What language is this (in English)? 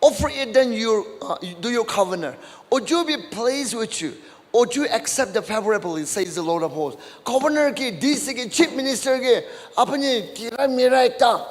Naga Pidgin